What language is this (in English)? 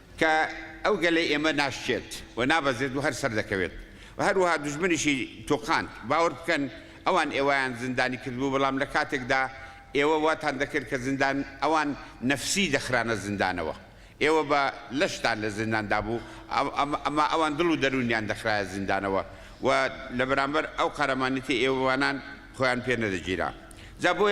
Central Kurdish